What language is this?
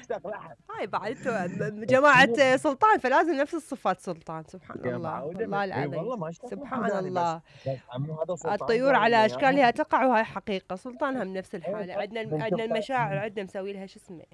Mesopotamian Arabic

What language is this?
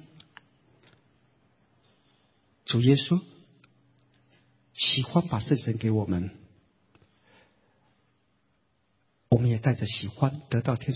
Chinese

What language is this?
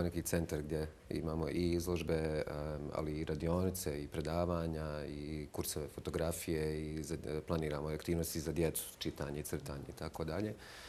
Bosnian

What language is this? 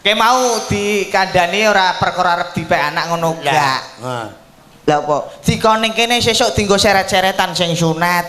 Javanese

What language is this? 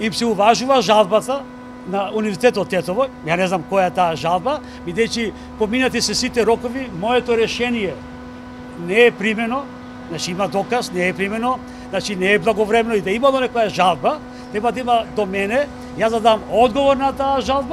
Macedonian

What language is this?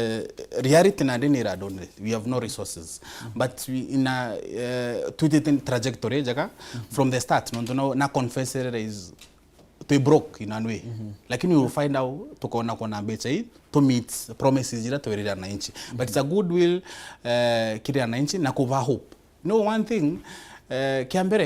Meru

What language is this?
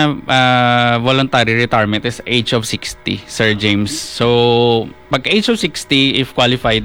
Hiligaynon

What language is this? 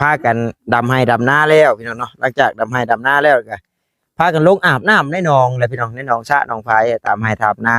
Northeastern Thai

